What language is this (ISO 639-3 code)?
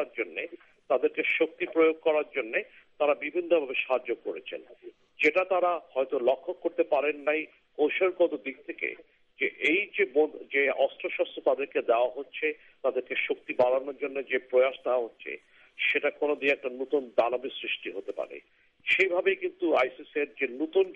ben